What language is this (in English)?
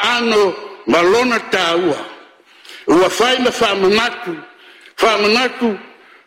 Samoan